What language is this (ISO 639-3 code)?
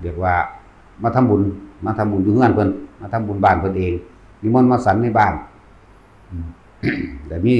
lao